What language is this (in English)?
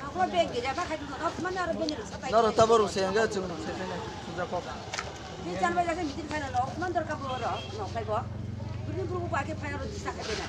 Kok Borok